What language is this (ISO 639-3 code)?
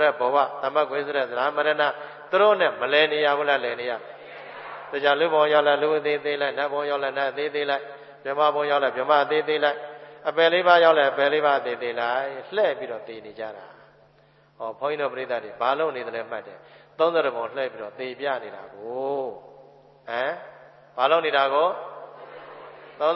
mya